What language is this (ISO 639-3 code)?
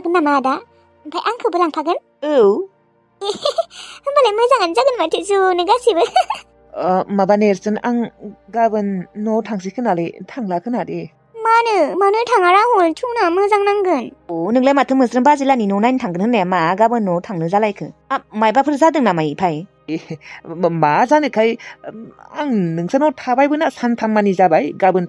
brx